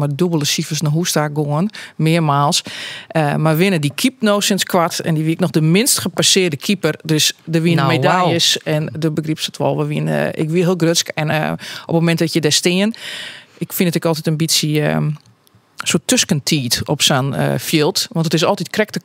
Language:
Western Frisian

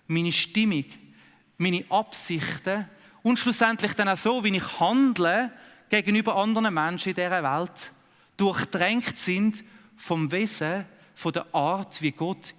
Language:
Swiss German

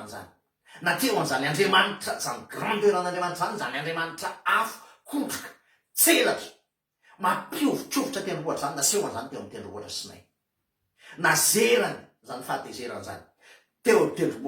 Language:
Malagasy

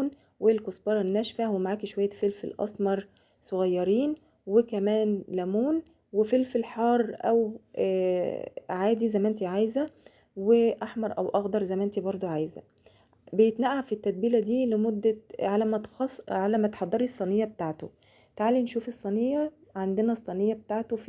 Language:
Egyptian Arabic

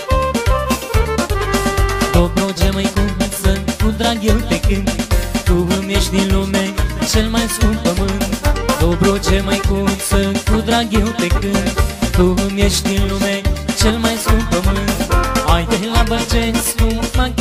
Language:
Romanian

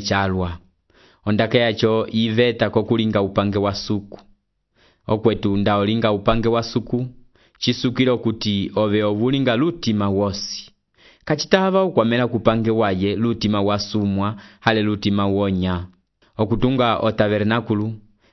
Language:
Umbundu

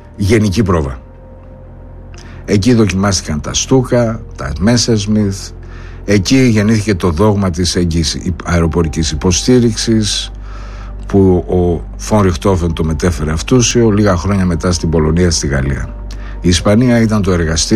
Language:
Greek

